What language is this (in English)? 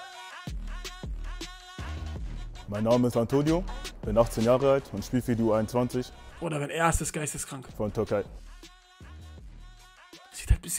German